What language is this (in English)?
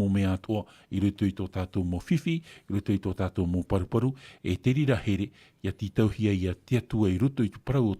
Tahitian